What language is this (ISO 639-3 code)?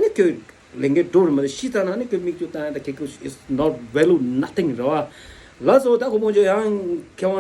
bod